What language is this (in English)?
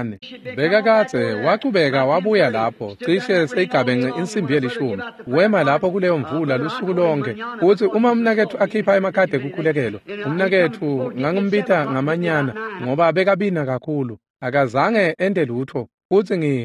Swati